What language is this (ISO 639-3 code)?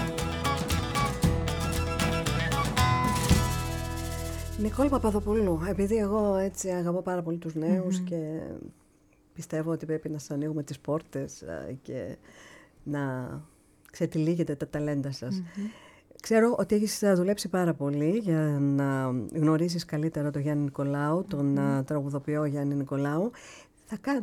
ell